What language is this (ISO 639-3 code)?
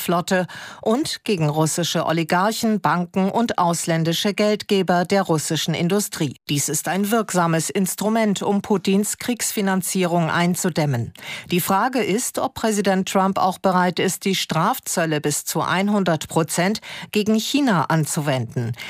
deu